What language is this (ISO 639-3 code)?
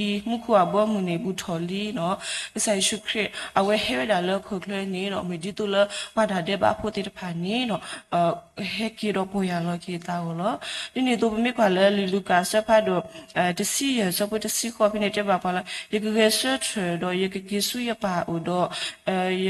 ksw